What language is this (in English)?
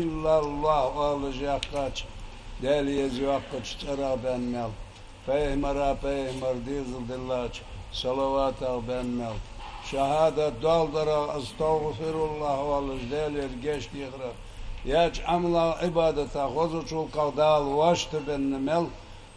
Ingush